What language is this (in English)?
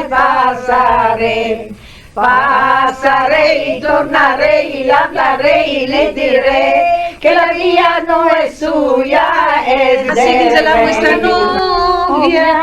Ladino